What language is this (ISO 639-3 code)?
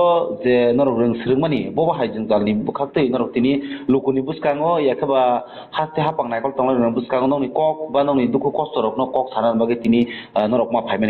trp